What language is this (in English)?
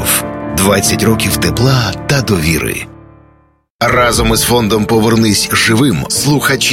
Ukrainian